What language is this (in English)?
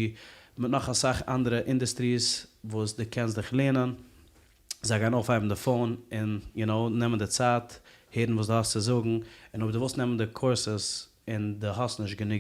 Yiddish